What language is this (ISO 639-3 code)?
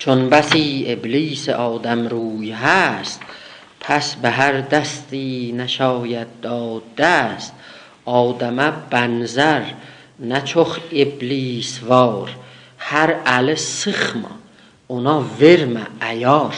azb